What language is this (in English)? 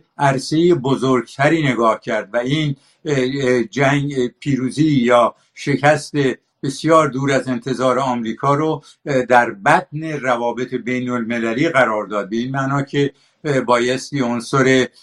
Persian